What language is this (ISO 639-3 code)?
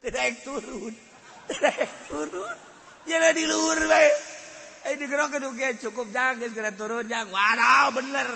sun